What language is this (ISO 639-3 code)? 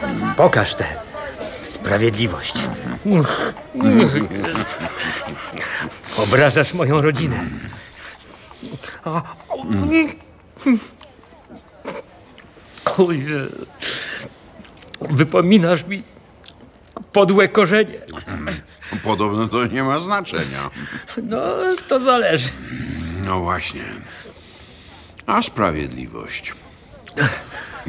pol